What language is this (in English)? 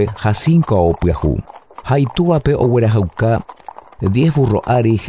Guarani